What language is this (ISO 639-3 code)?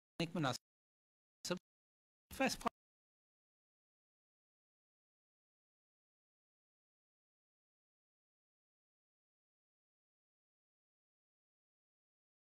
urd